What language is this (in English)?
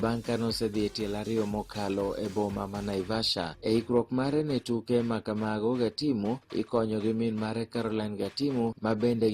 Luo (Kenya and Tanzania)